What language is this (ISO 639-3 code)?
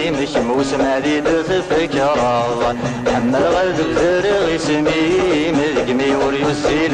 kab